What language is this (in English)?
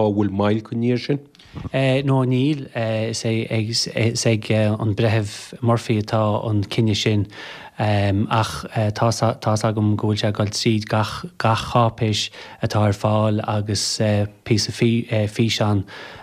Irish